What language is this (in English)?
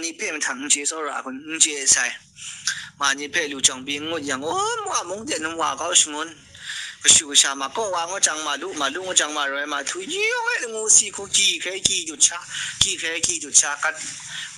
Kachin